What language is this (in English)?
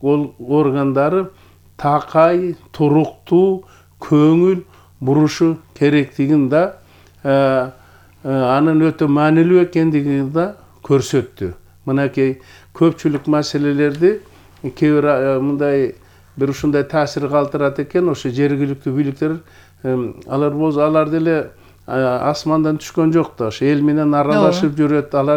Kyrgyz